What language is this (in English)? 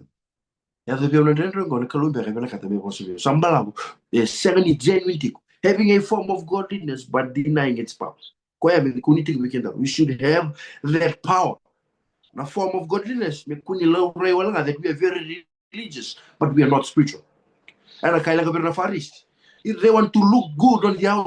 Fijian